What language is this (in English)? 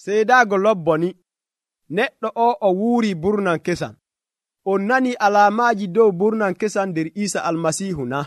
Nigerian Fulfulde